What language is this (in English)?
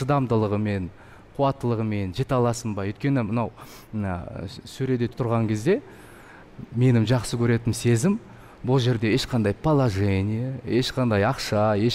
Kazakh